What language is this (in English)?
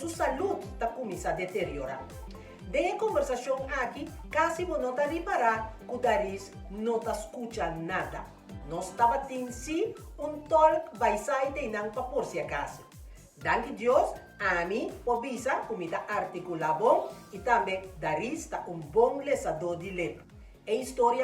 Papiamento